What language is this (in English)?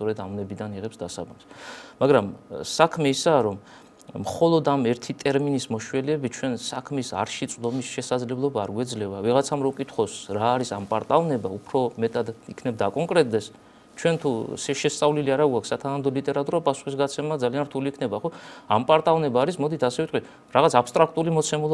Georgian